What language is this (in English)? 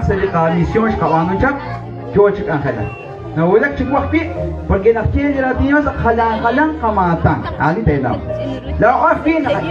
Kekchí